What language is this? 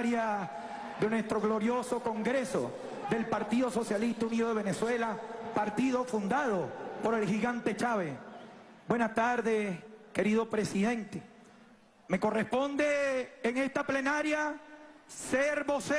Spanish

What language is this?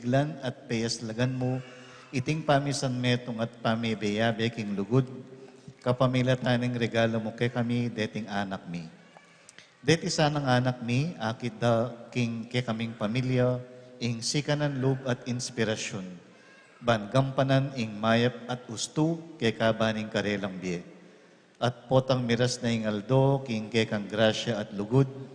Pampanga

